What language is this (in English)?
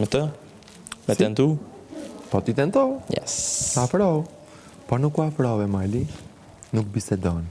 Albanian